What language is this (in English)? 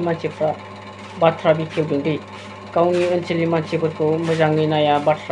Bodo